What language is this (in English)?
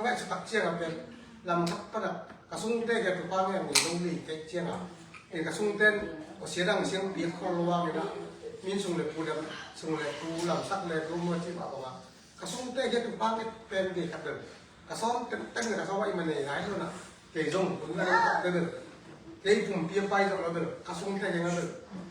Tedim Chin